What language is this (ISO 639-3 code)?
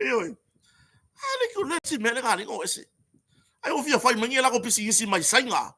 smo